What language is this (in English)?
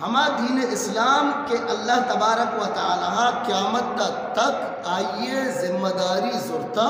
Eastern Balochi